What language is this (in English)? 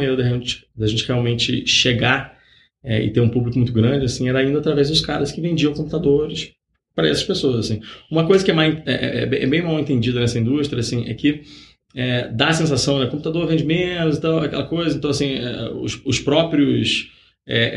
Portuguese